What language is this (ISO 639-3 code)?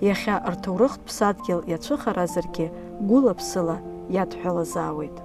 abk